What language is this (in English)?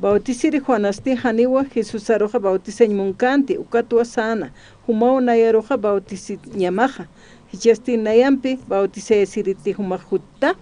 Aymara